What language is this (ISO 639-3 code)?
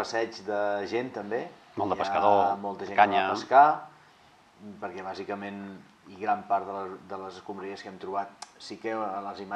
cat